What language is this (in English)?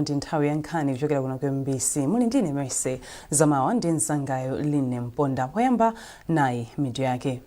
Nyanja